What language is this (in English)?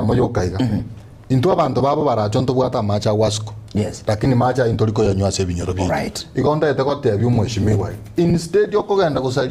Gusii